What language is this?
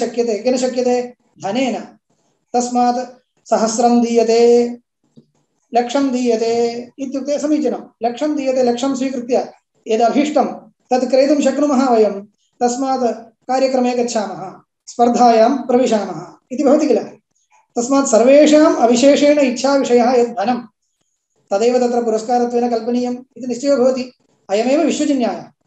Sanskrit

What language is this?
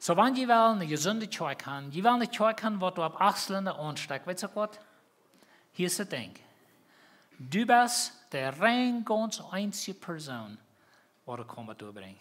Plautdietsch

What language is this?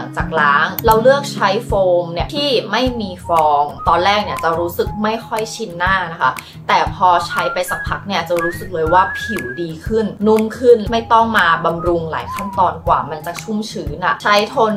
Thai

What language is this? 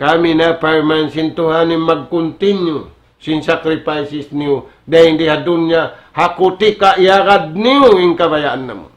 Tausug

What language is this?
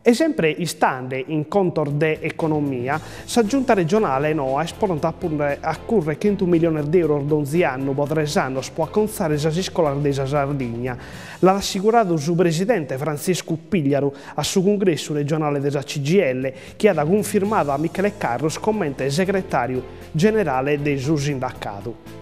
Sardinian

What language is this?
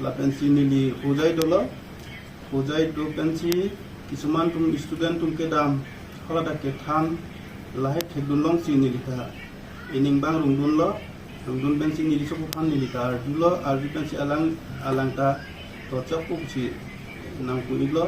Karbi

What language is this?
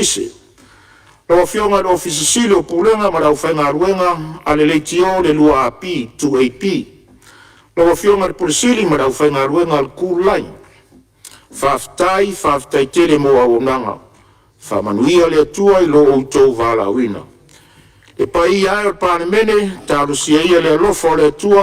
Samoan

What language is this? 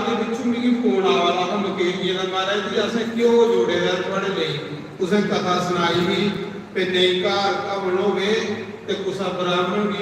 Dogri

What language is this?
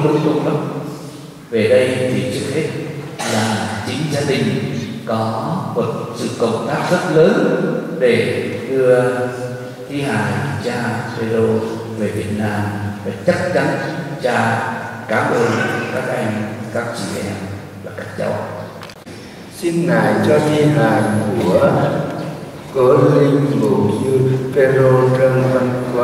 Vietnamese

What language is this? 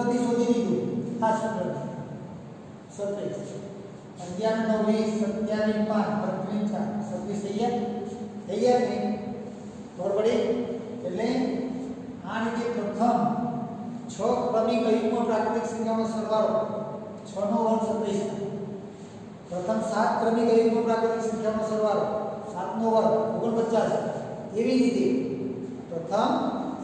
Gujarati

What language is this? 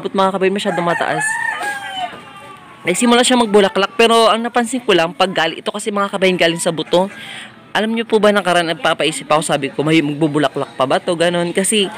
Filipino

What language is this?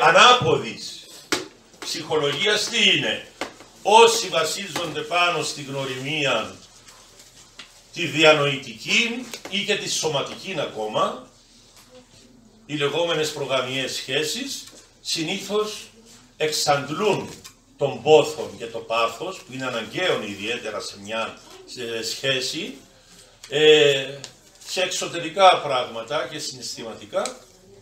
Greek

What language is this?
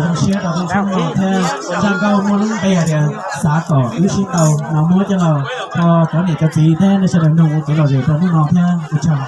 Hmong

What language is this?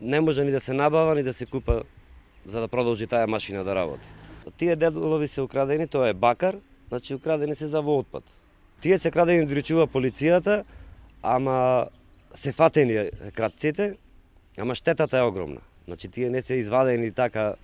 Macedonian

